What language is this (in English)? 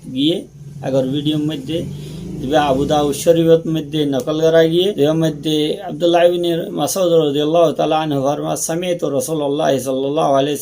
Rohingya